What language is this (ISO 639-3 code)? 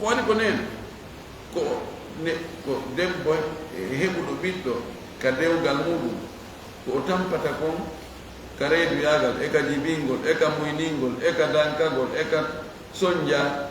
ful